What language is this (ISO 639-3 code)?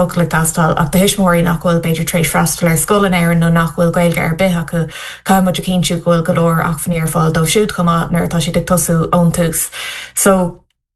gle